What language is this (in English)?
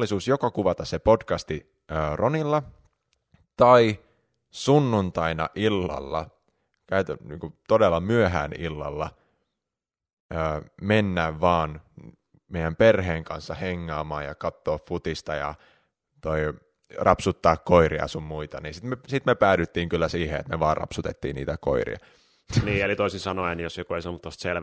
Finnish